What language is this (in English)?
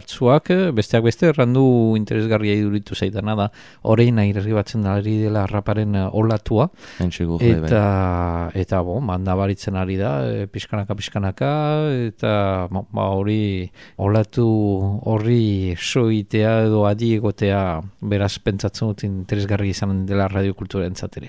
Basque